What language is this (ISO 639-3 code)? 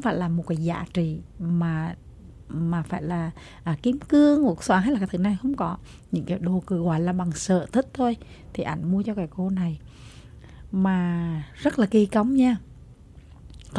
vie